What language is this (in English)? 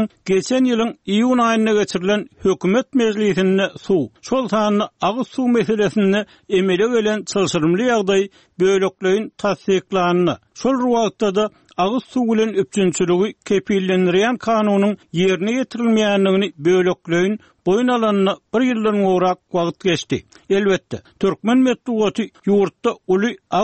Turkmen